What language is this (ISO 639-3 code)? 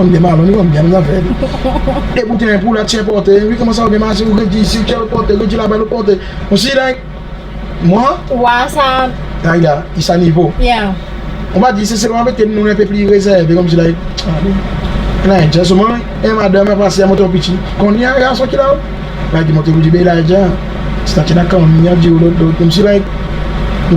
crs